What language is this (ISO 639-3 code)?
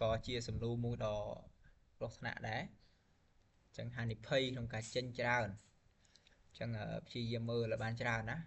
khm